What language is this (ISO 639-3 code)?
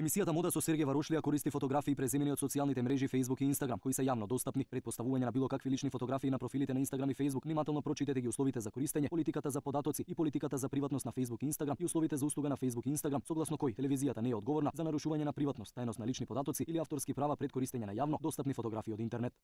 mkd